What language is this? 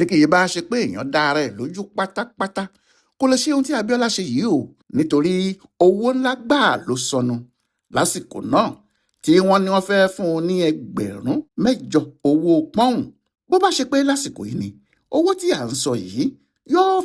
Yoruba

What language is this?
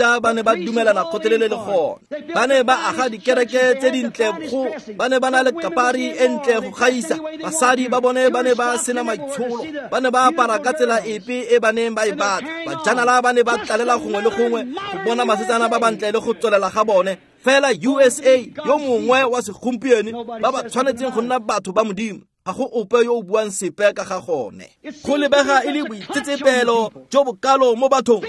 Tswana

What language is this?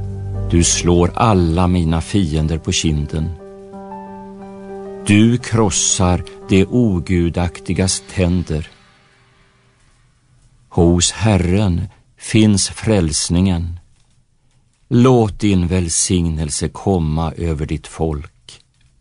Swedish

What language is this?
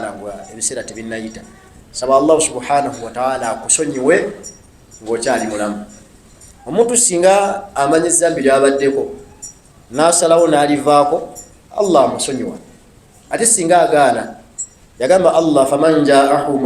Ganda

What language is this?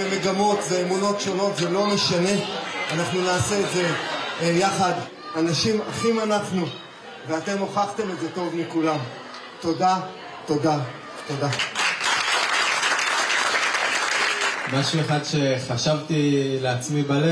Hebrew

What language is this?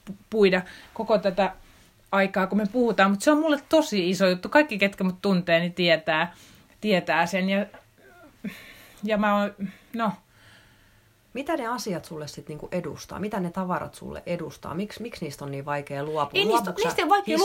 Finnish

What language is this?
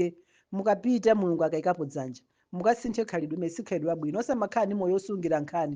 Nyanja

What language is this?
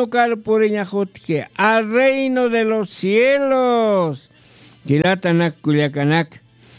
Aymara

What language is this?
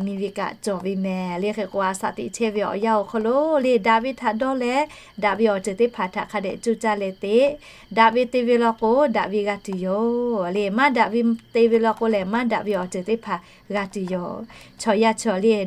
Lahu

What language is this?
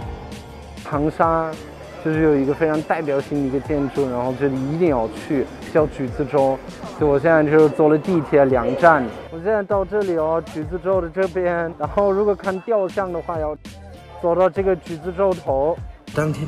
Chinese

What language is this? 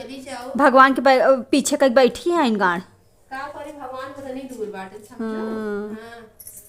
Awadhi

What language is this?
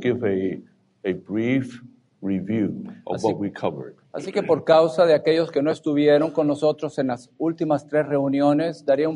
Spanish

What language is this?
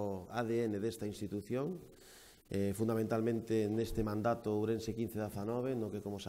Galician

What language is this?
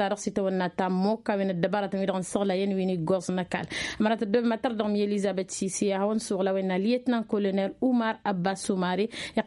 Tamasheq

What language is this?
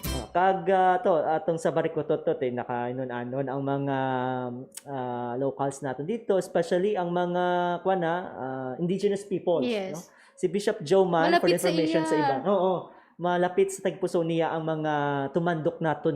Hiligaynon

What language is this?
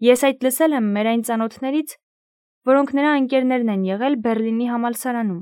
Armenian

